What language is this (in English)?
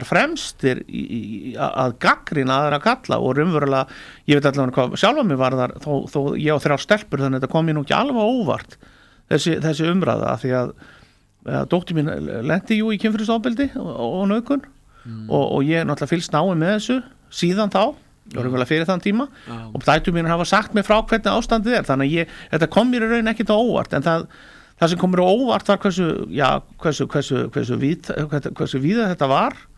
Icelandic